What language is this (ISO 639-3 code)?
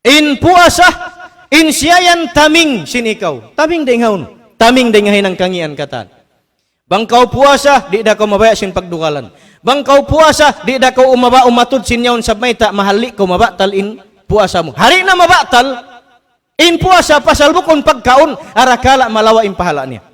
tsg